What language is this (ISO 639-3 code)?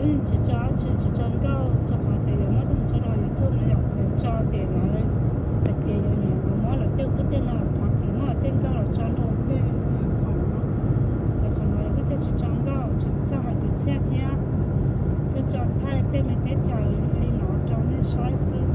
hmn